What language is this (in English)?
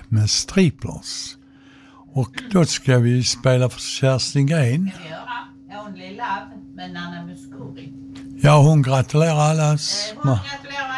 Swedish